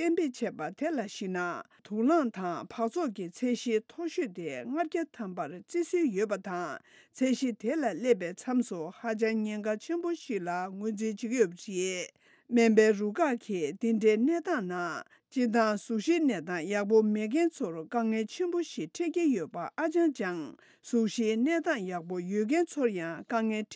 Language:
Tibetan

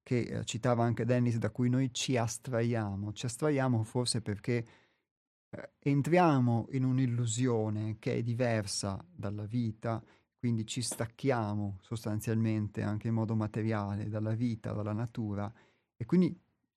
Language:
Italian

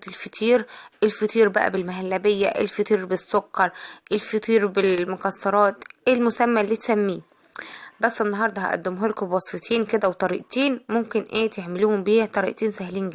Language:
Egyptian Arabic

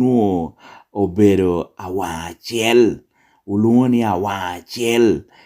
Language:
Lango (Uganda)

